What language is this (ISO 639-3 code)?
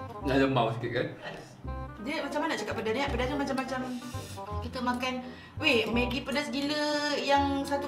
msa